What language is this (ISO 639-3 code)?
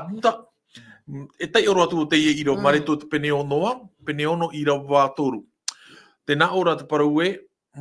tah